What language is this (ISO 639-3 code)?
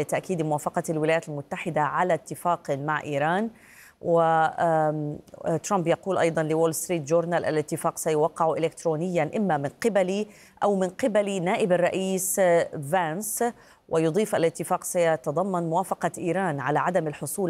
ara